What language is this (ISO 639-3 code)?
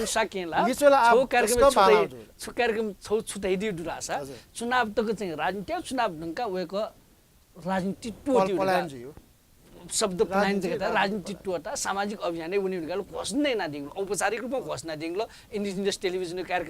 new